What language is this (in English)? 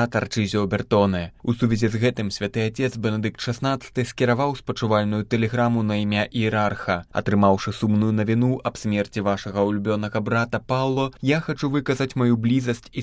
Belarusian